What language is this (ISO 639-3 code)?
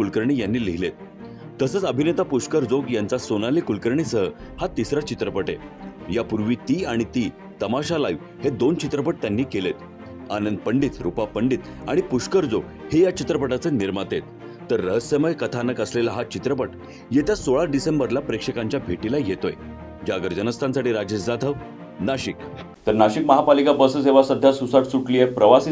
mar